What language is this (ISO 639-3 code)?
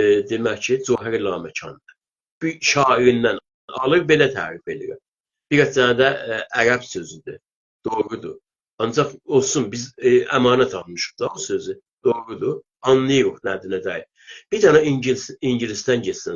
azb